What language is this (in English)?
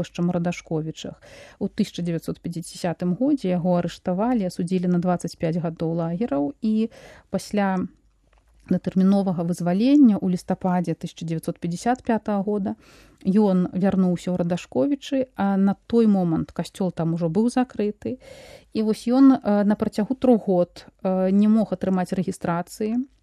Belarusian